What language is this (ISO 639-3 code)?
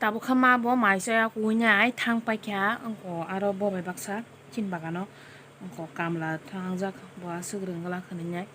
trp